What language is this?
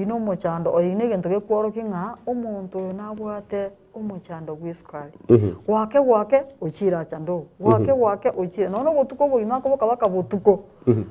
Gusii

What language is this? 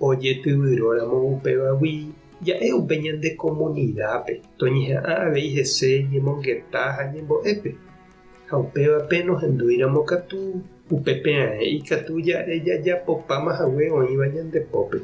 Guarani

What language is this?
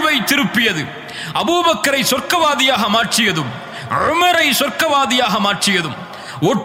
Tamil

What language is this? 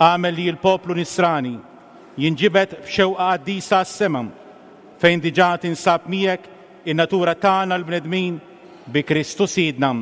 Maltese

